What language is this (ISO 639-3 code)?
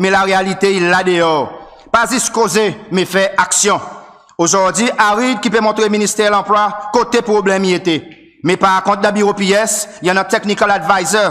crs